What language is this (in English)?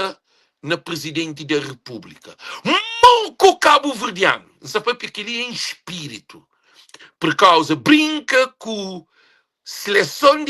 Kabuverdianu